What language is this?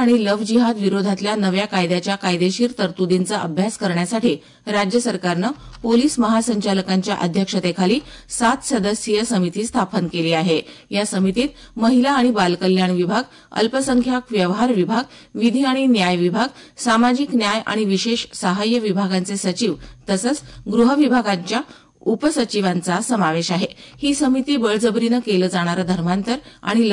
Marathi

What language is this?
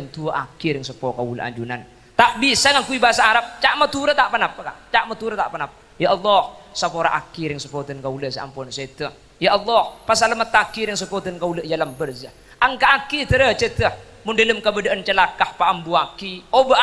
Madurese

